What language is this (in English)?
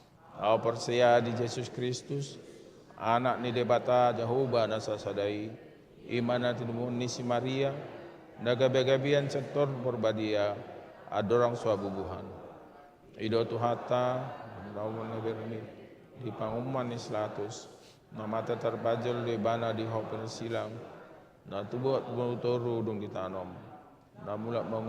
Batak Toba